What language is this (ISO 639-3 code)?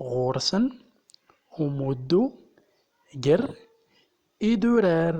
tzm